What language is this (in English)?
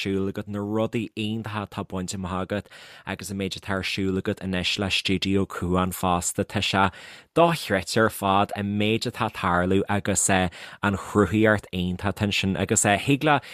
Irish